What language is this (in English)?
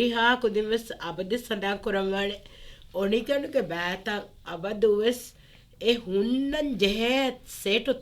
Divehi